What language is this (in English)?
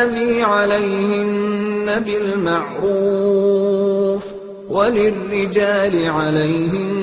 Arabic